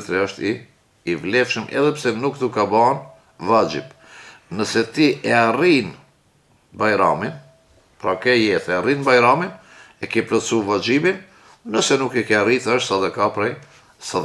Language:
Albanian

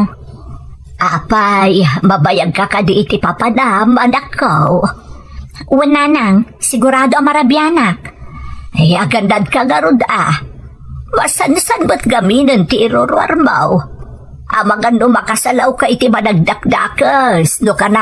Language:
Iloko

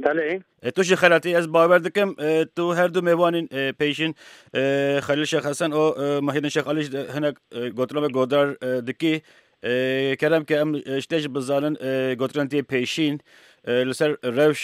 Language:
Kurdish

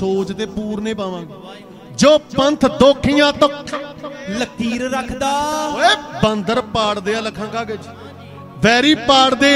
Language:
Punjabi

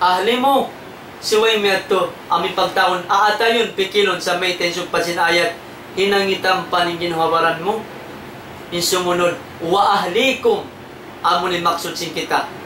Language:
Tausug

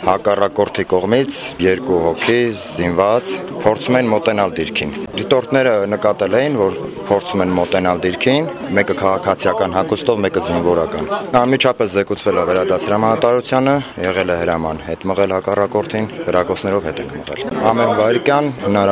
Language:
Armenian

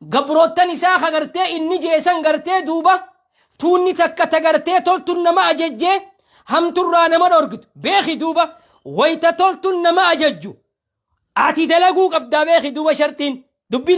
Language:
Oromo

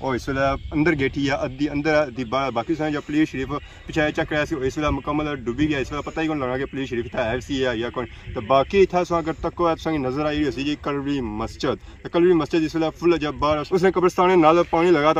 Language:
Pahari-Potwari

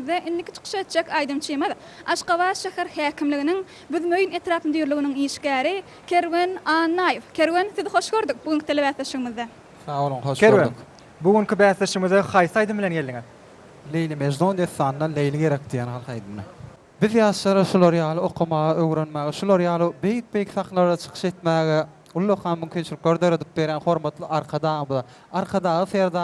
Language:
Turkmen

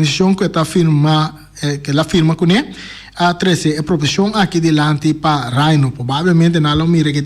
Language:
Papiamento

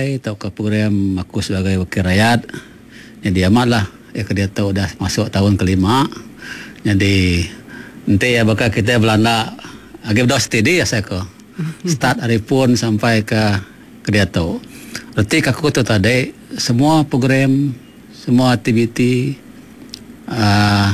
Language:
Iban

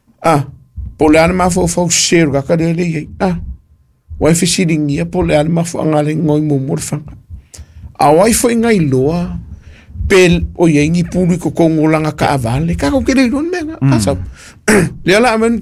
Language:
Samoan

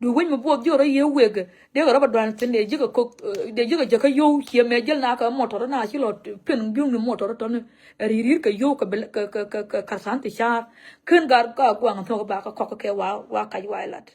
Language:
Nuer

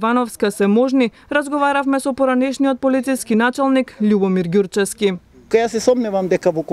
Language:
Macedonian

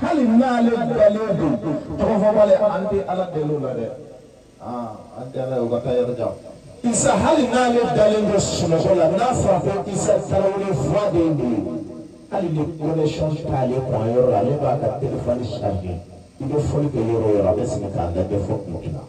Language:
Bambara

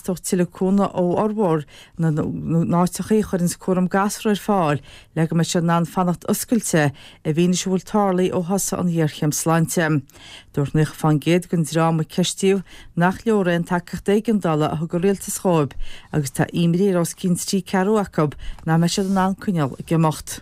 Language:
Irish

